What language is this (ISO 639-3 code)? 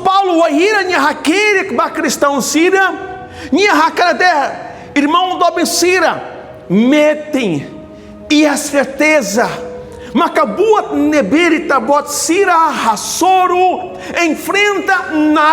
tet